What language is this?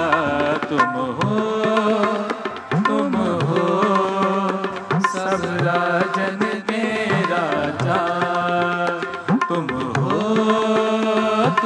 Hindi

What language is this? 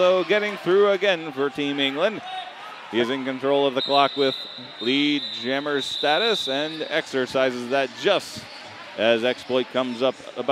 English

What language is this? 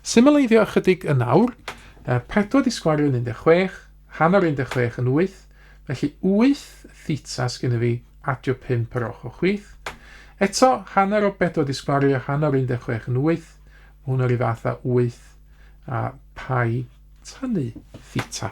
Welsh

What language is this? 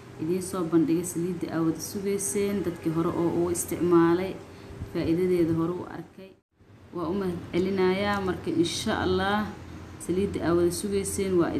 Somali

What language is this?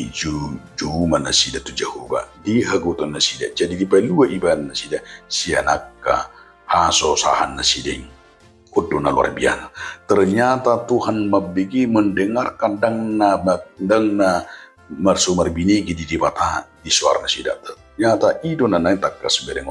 Batak Toba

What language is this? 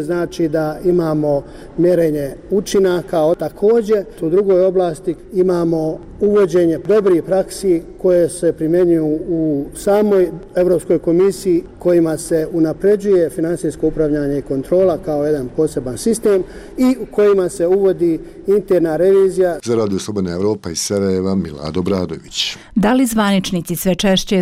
Bosnian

